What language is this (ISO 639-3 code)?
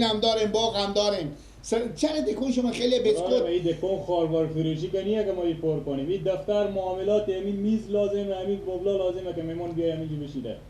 fas